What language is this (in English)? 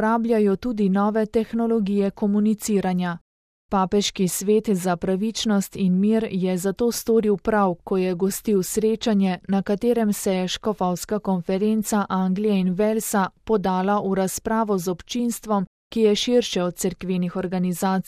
Slovenian